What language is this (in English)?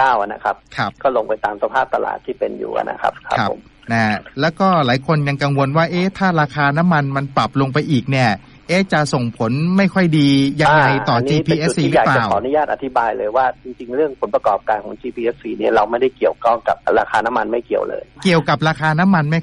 Thai